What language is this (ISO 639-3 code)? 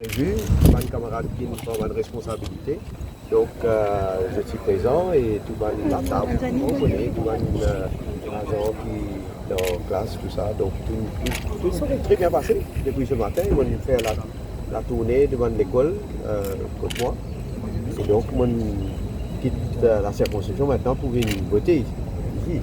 mfe